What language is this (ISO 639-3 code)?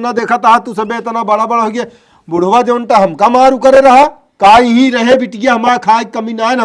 awa